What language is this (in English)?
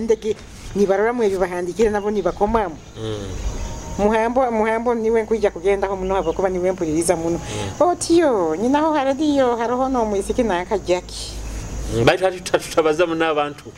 Nyoro